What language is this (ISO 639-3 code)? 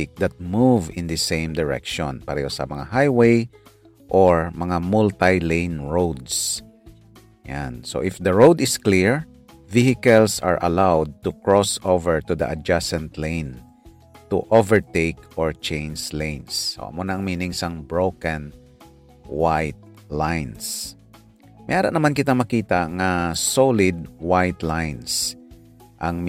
hil